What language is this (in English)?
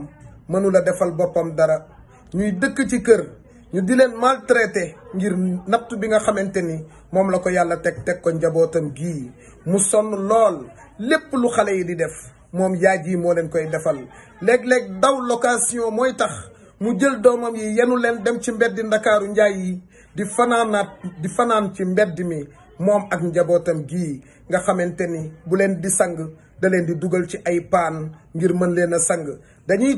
Wolof